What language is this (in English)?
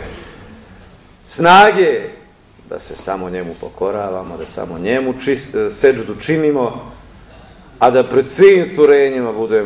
Bosnian